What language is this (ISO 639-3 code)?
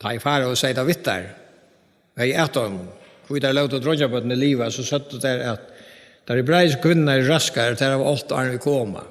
fao